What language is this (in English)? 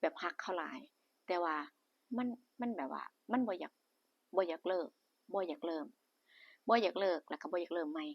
Northeastern Thai